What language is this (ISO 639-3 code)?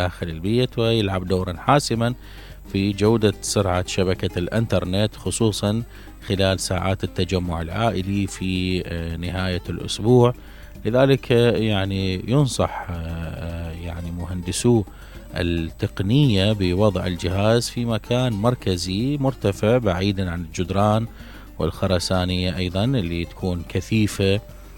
acm